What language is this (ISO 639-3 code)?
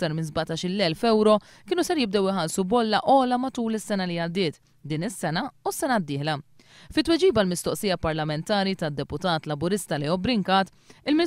mlt